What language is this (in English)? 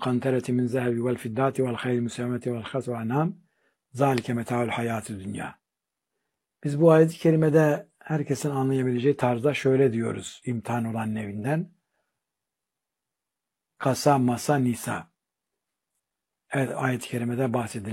Turkish